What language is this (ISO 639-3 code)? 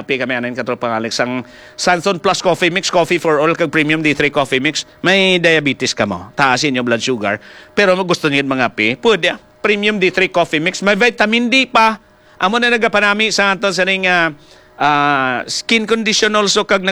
hil